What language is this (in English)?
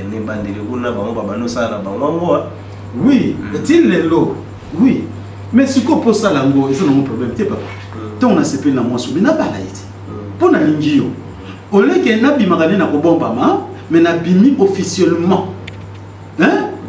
Lingala